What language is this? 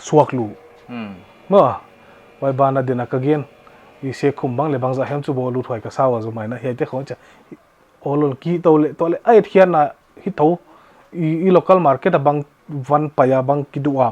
Paite Chin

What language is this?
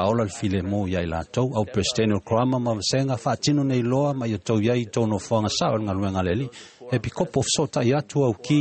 Samoan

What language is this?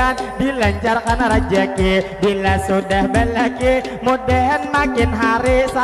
Banjar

